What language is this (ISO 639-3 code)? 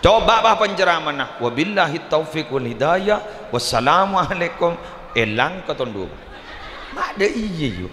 mad